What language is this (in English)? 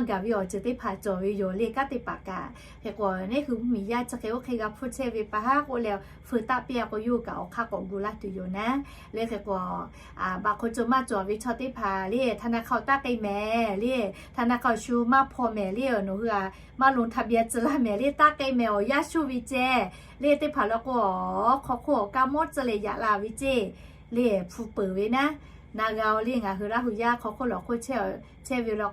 Lahu